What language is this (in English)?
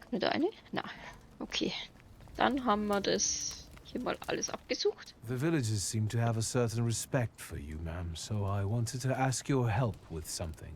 Bavarian